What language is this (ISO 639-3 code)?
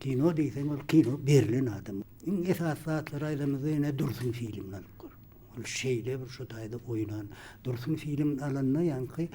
tuk